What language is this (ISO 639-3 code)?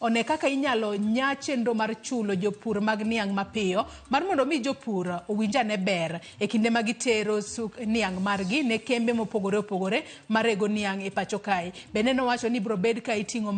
luo